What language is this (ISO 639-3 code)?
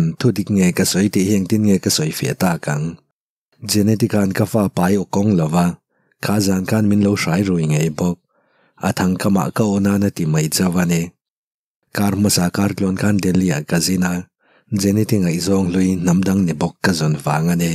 lus